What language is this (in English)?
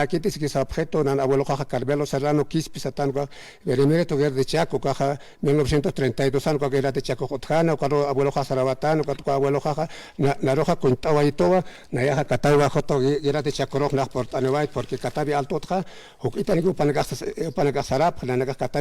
Aymara